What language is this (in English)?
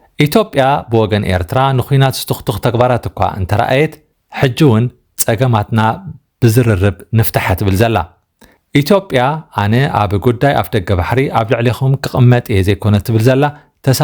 Tigrinya